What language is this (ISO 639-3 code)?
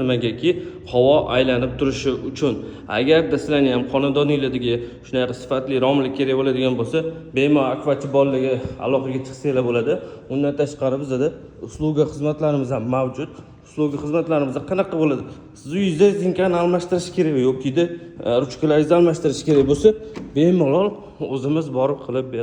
uzb